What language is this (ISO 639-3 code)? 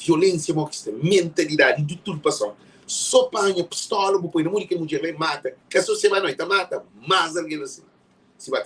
kea